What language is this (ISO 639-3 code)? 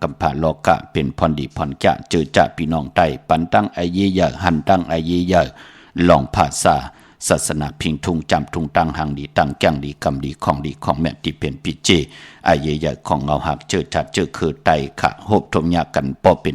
shn